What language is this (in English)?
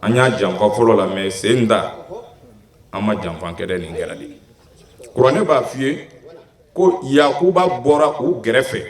Bambara